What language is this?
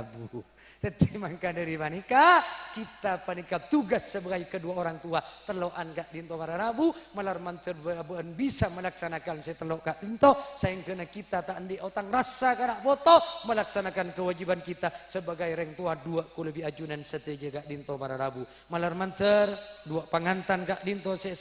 Madurese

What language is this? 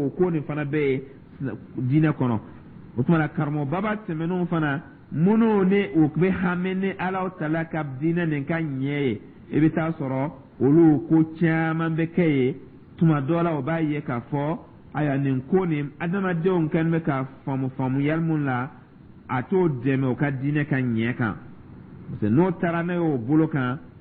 Dyula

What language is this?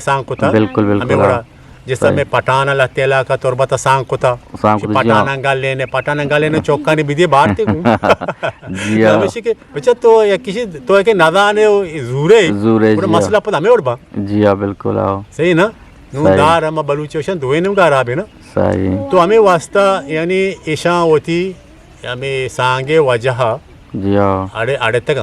Eastern Balochi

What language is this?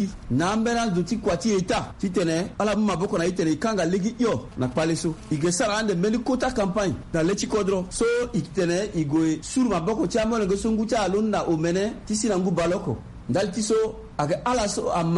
Sango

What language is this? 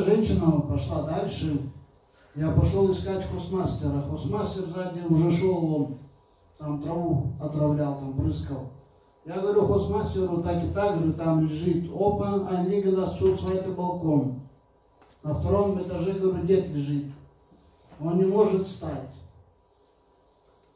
Russian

